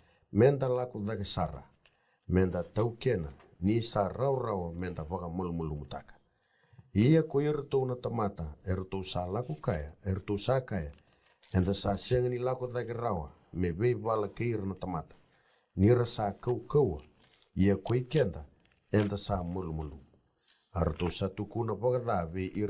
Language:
Fijian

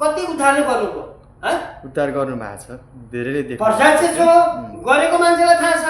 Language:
Nepali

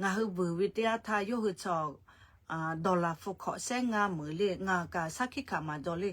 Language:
Lahu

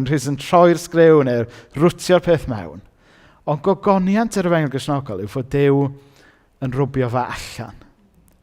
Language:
Welsh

